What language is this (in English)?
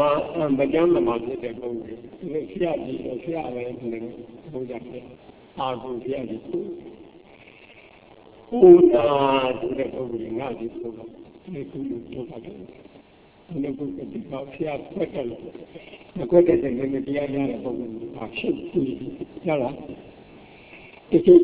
Burmese